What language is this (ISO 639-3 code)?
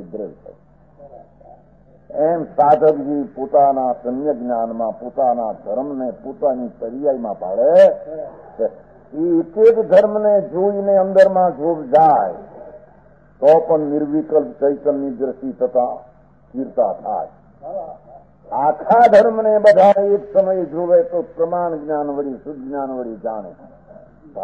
guj